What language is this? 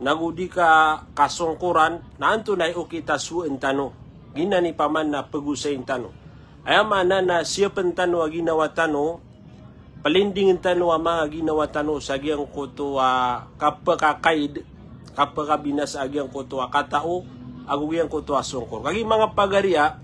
Maranao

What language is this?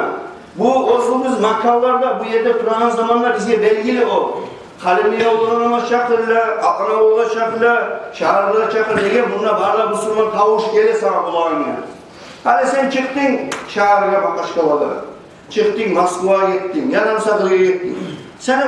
Kumyk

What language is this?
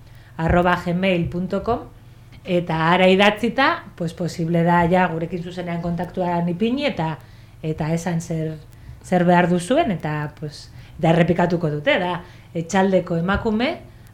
Basque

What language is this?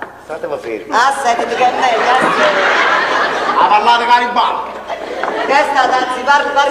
Neapolitan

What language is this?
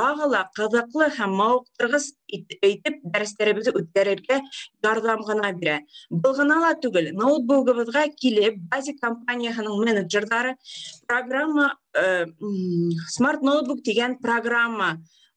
Bashkir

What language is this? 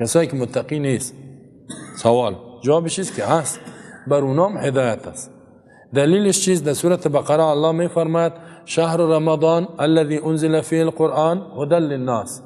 Persian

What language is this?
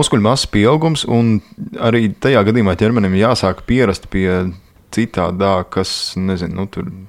Latvian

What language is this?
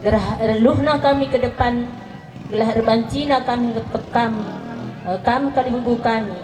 Batak Karo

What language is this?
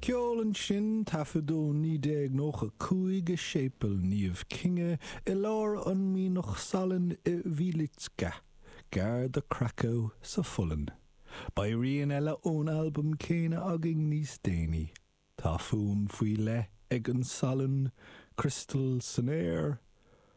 Irish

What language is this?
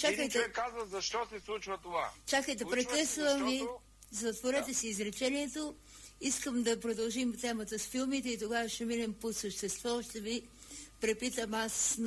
Bulgarian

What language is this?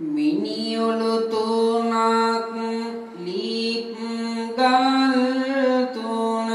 Sinhala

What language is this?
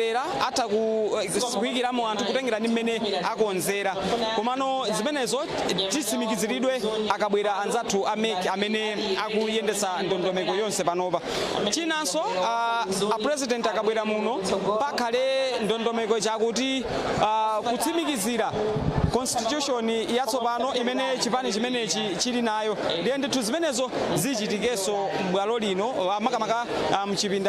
Nyanja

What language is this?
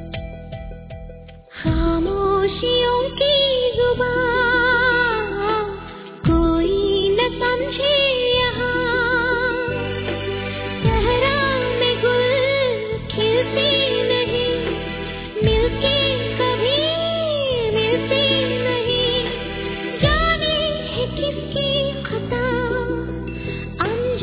Hindi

